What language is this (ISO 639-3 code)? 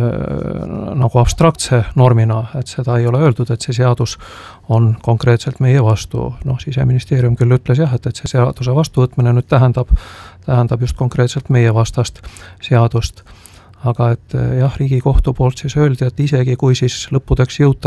est